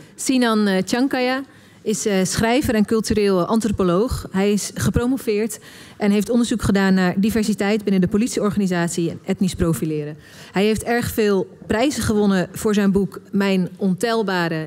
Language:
Dutch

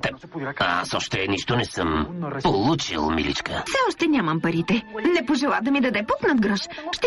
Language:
Bulgarian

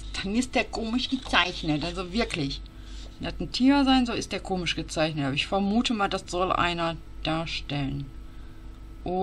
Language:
German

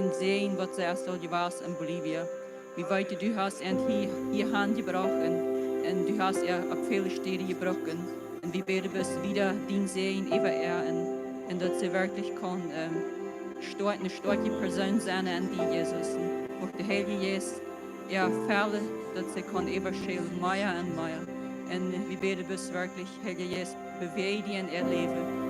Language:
Plautdietsch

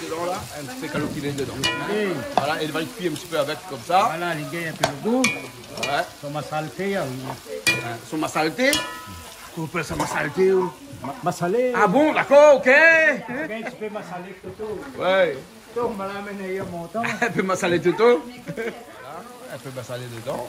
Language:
Réunion Creole French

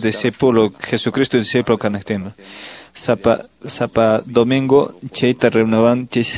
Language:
Quechua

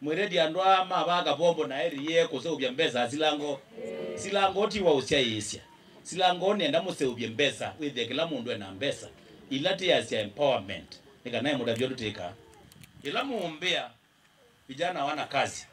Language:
Kamba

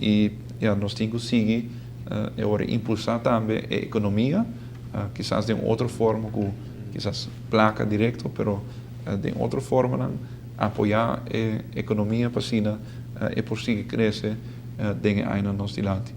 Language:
Papiamento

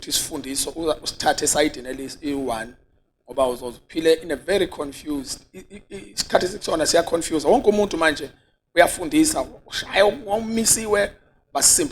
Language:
Zulu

